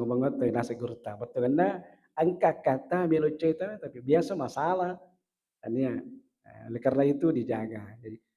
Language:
Buginese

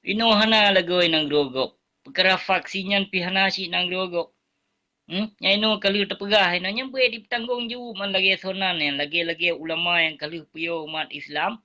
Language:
Achinese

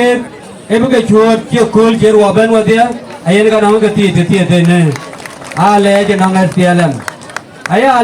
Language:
Dinka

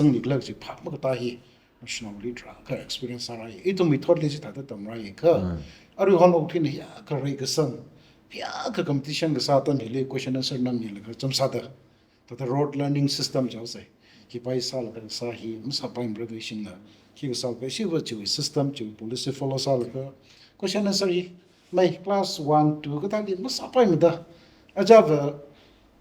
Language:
Tangkhul Naga (India)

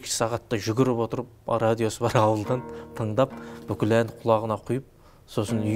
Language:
Kazakh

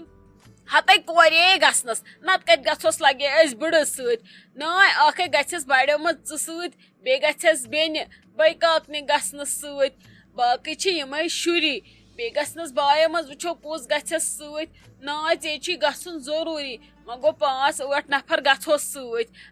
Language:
Kashmiri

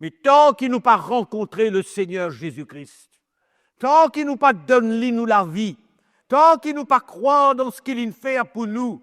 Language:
Morisyen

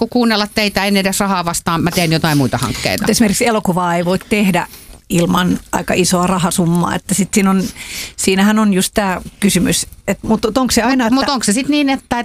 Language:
Finnish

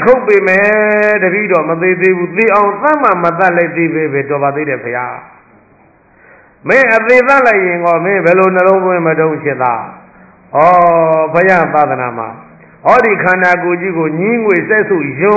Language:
Burmese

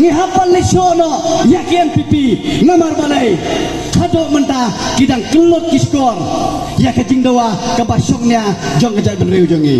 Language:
Khasi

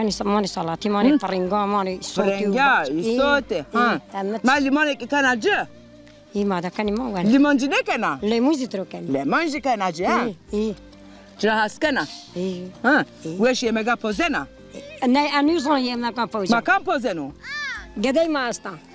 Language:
Zaza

